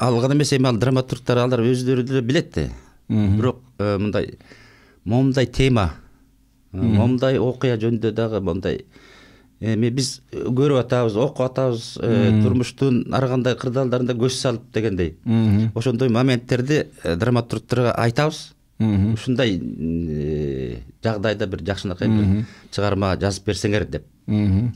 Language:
Kyrgyz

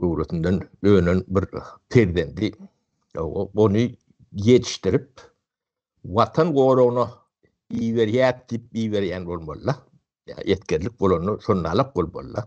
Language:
Turkmen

